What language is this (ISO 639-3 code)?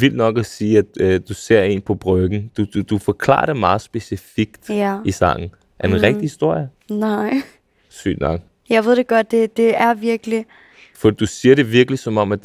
dan